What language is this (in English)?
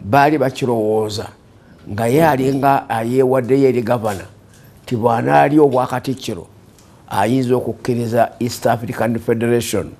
Ganda